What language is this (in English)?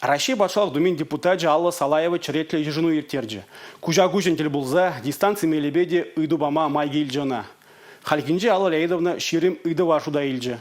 Chuvash